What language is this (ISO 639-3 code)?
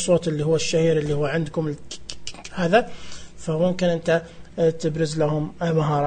ars